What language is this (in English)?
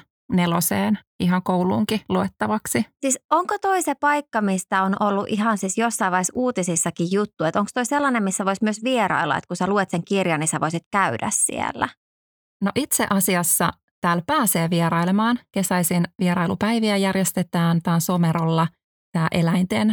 Finnish